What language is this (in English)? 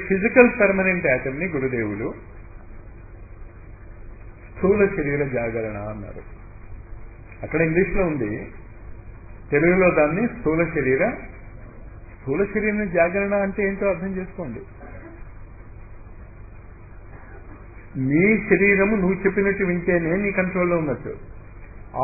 Telugu